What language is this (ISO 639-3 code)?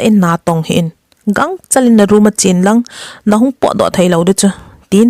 tcz